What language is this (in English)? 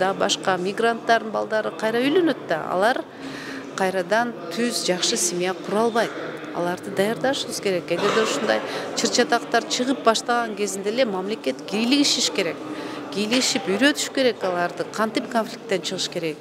Kyrgyz